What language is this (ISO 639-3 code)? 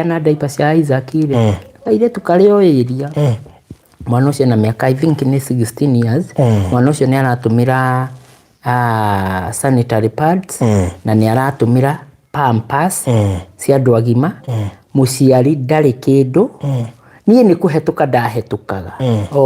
kik